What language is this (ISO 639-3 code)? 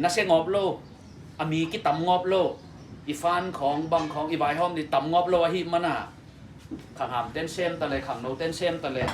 ctd